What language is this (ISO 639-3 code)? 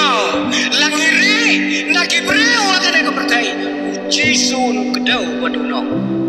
kha